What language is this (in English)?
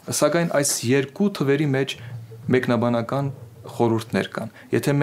Armenian